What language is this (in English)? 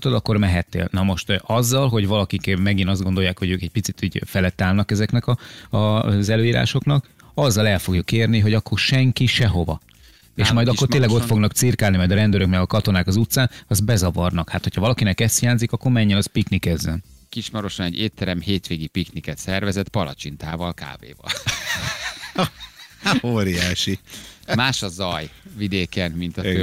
Hungarian